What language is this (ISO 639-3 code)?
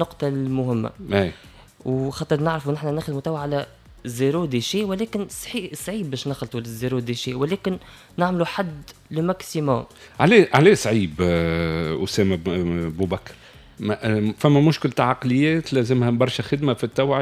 aeb